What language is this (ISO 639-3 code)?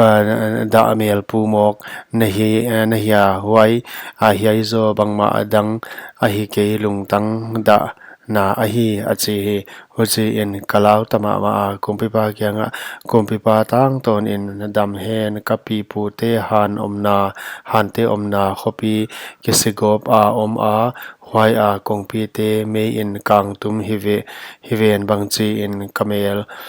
pck